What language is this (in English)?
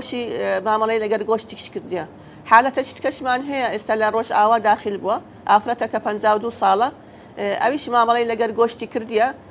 Central Kurdish